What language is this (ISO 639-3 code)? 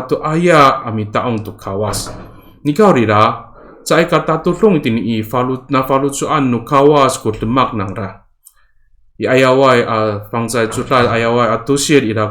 ami